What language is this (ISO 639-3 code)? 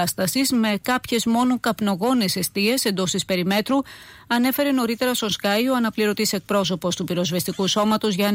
ell